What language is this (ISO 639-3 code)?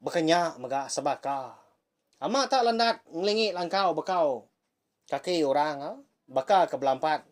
iba